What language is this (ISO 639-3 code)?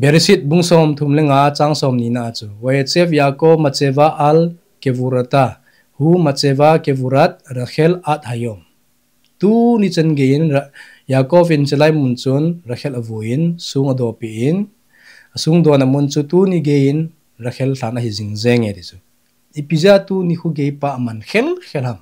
tcz